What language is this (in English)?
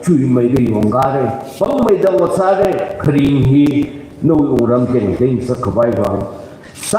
Tangkhul Naga (India)